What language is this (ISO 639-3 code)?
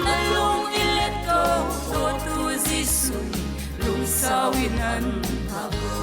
cnh